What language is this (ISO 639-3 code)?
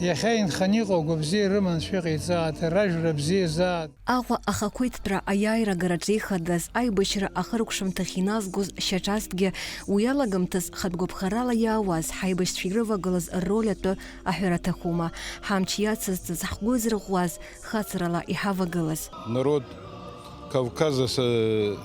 abk